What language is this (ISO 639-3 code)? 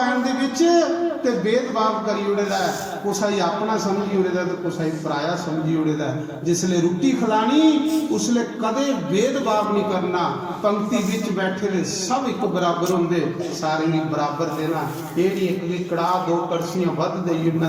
doi